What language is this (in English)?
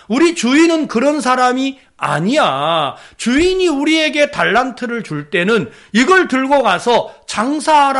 Korean